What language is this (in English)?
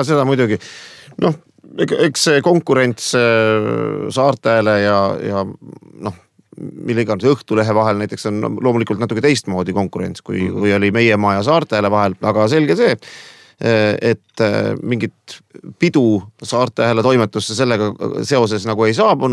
Estonian